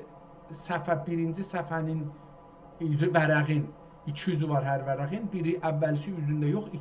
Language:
South Azerbaijani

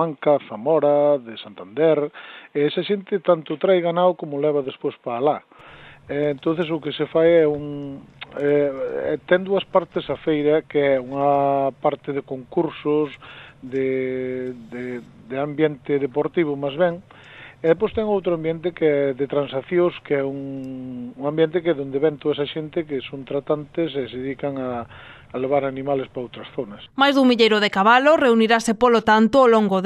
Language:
Galician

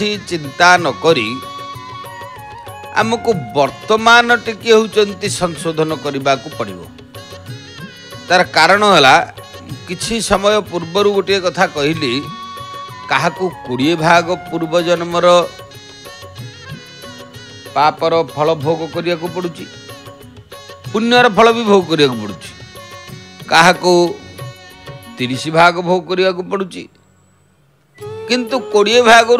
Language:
Odia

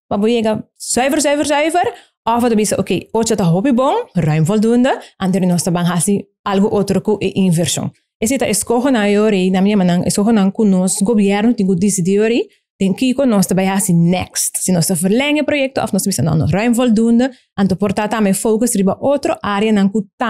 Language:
Papiamento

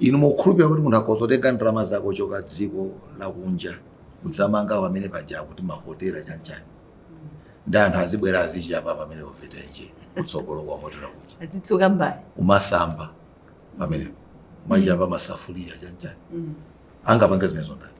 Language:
Nyanja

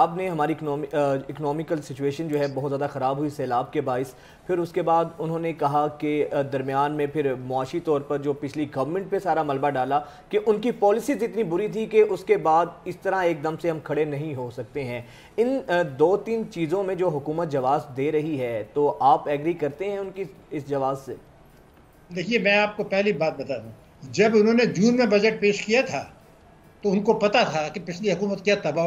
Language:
Urdu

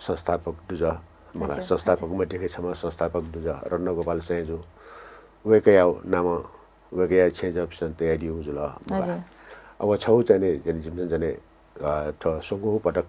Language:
Newari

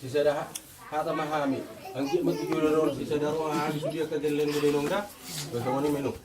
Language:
Batak Toba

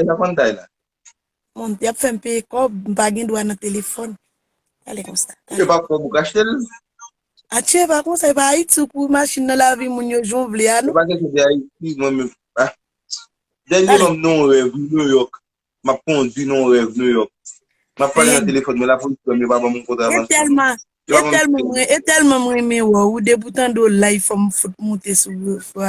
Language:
Haitian Creole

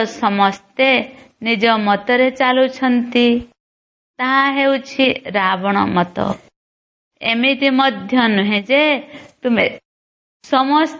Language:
Odia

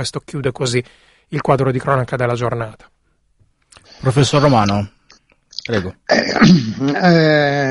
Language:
Italian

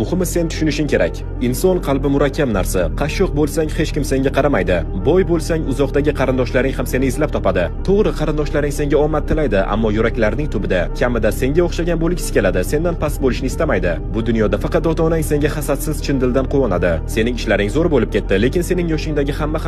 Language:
Uzbek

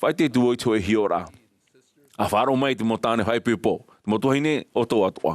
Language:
Tahitian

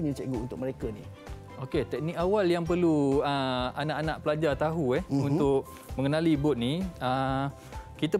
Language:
Malay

